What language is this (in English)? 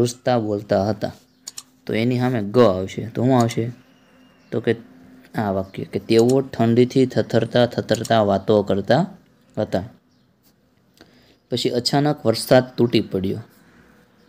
Gujarati